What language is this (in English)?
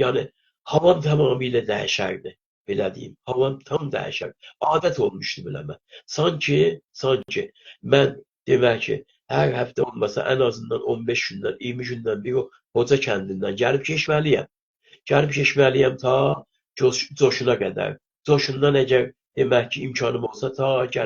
South Azerbaijani